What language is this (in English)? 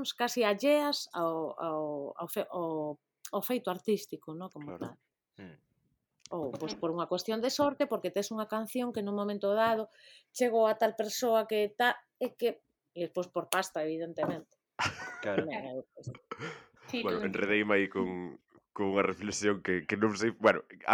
Galician